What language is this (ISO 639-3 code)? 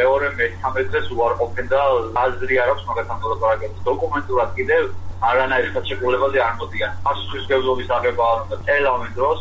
kat